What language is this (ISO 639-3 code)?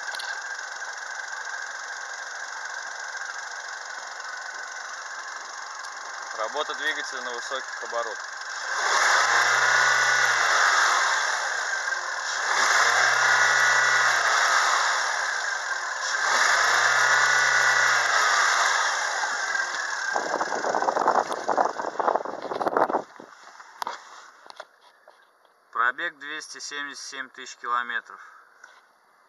rus